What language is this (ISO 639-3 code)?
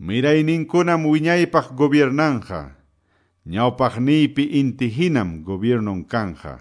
que